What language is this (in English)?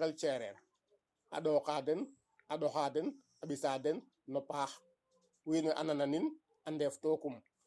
Serer